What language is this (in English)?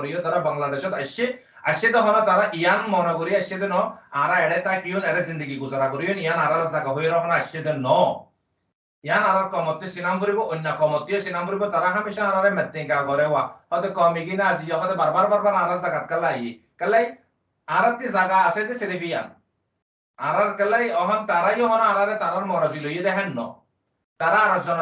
Rohingya